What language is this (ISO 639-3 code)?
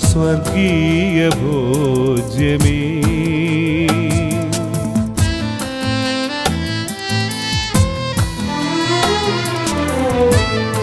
mal